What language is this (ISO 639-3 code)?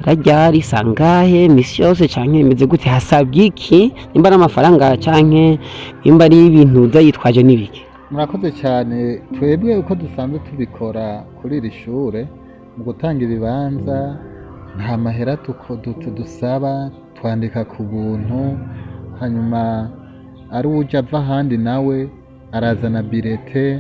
run